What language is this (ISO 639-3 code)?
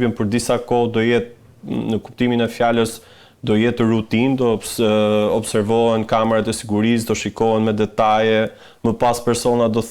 sqi